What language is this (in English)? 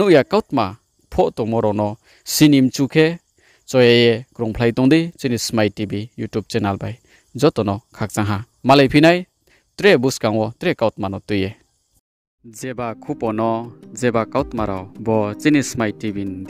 Riang (India)